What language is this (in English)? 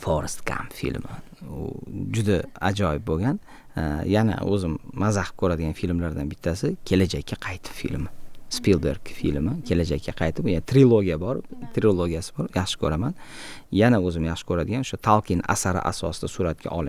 Uzbek